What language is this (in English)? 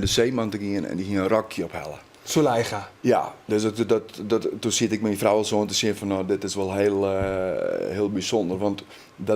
Western Frisian